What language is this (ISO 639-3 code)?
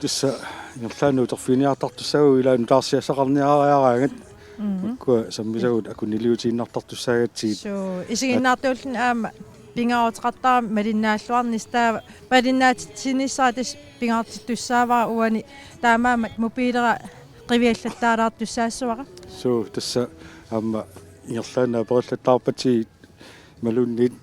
kal